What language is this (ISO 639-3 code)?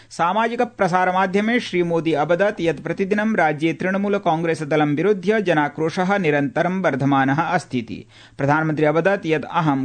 san